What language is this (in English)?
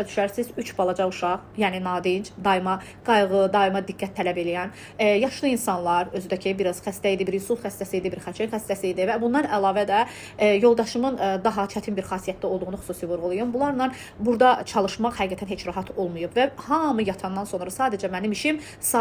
Azerbaijani